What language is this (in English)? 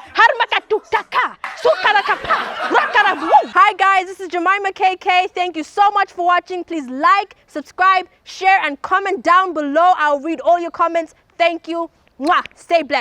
English